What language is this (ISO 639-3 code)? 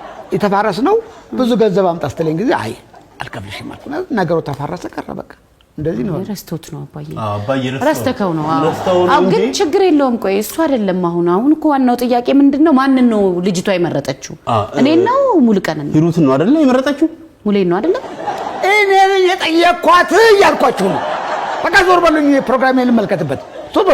amh